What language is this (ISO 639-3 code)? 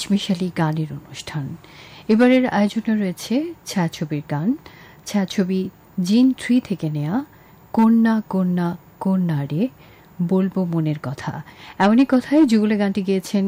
ben